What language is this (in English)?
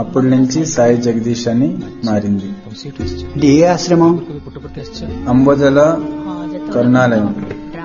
Telugu